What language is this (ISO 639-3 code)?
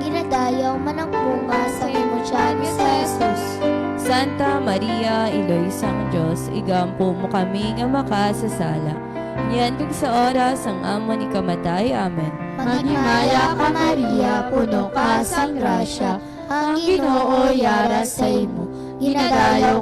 hil